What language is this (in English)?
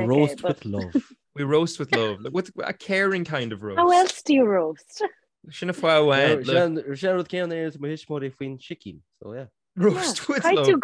Irish